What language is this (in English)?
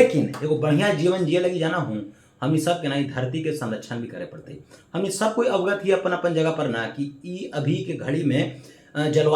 Magahi